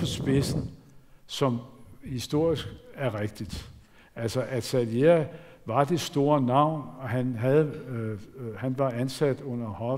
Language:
Danish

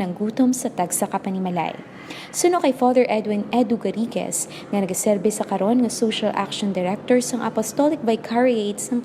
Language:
Hiligaynon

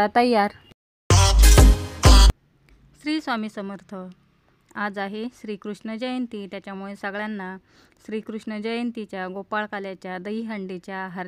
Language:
Marathi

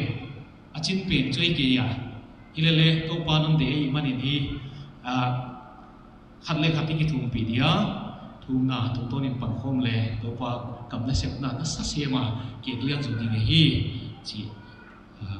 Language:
Paite Chin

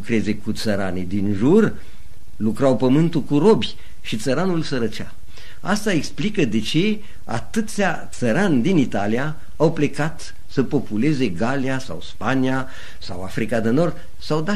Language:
Romanian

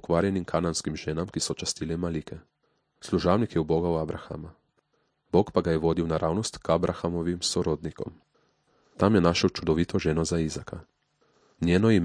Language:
Slovenian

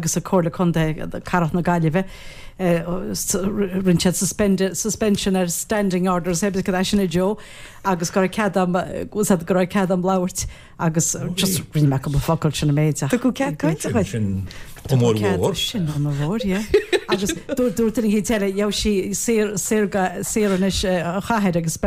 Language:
Irish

